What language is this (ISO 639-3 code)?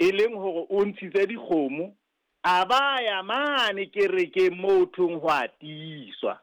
sot